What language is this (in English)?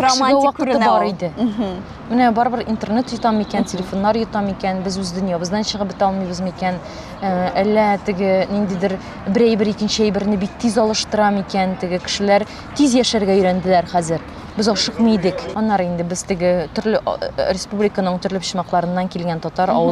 Tatar